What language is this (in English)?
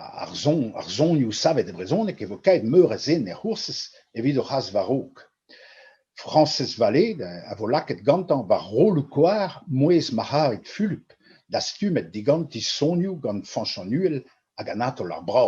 Breton